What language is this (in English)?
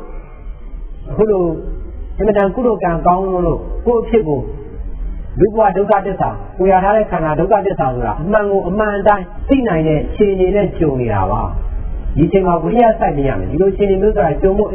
Burmese